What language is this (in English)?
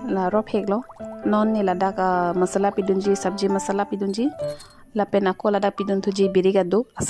Karbi